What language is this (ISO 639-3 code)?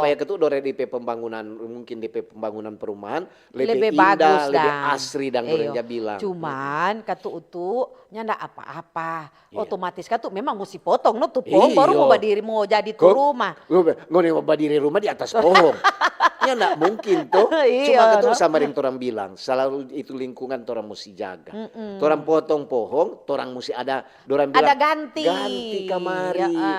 xmm